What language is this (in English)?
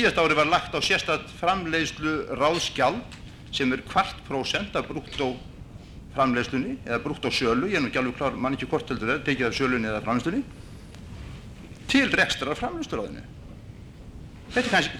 Icelandic